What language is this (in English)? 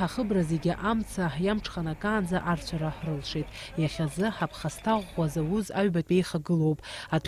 Abkhazian